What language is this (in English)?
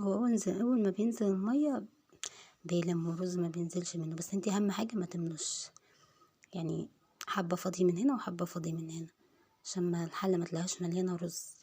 Egyptian Arabic